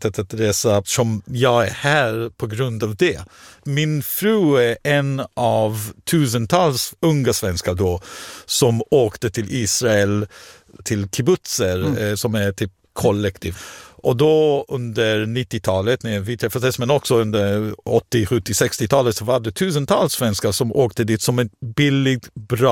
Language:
Swedish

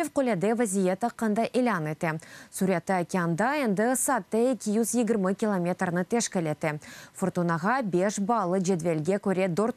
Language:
Crimean Tatar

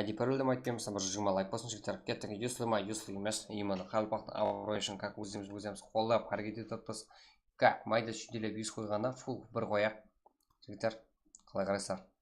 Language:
Kara-Kalpak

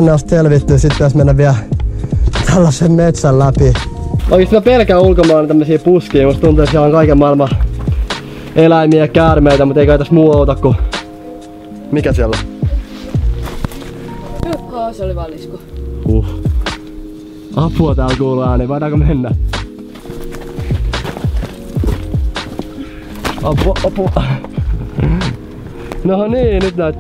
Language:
Finnish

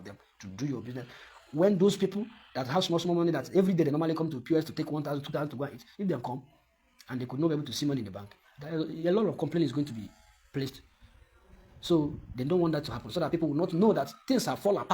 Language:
Nigerian Pidgin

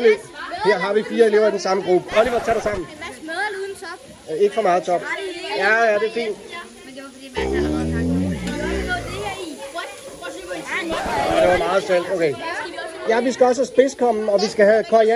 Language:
Danish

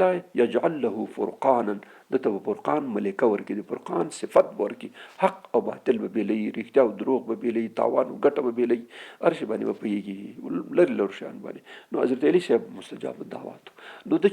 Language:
Pashto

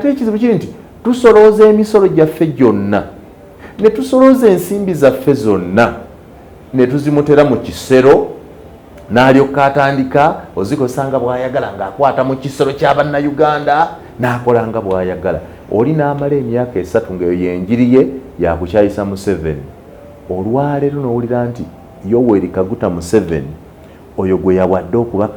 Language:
Ganda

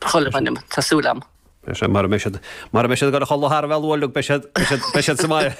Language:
Irish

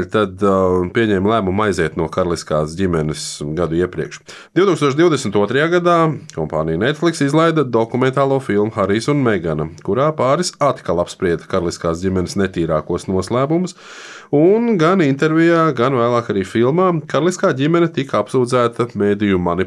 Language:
Latvian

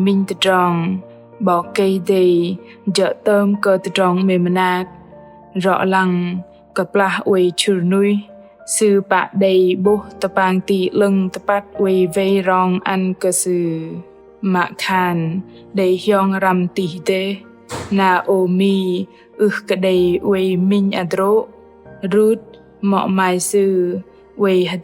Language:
Bahnar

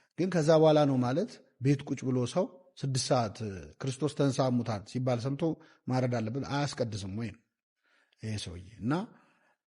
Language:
Amharic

